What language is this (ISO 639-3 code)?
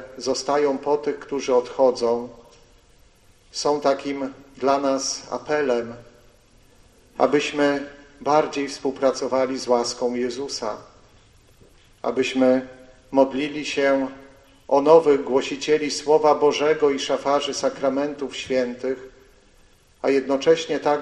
pol